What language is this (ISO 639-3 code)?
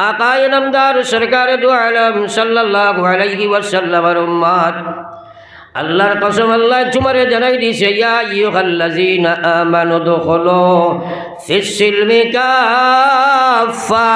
syl